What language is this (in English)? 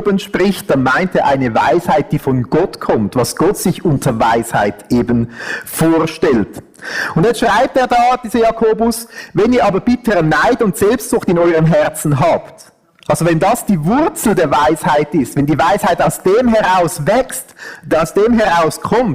Swiss German